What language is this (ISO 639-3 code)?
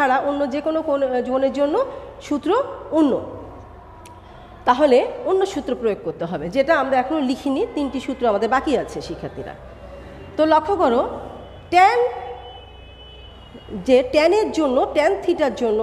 ben